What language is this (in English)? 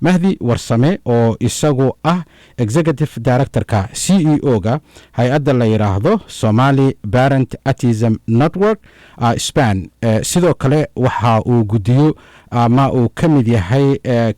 Somali